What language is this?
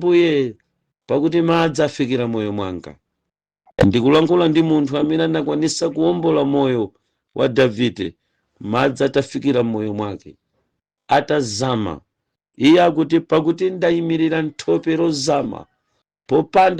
Nyanja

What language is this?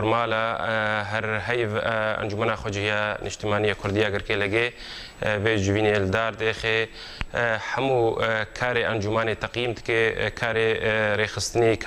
Kurdish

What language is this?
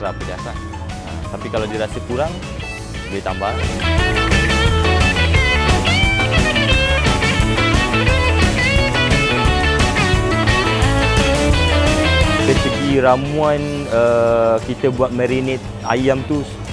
Malay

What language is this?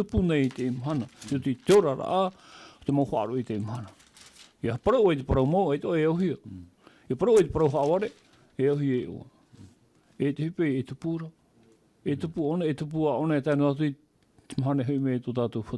Tahitian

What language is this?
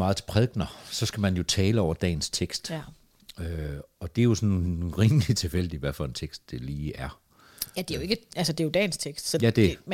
Danish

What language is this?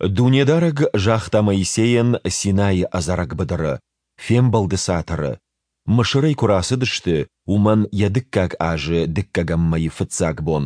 Ossetic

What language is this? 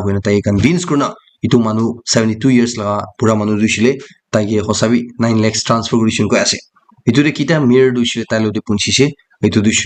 Naga Pidgin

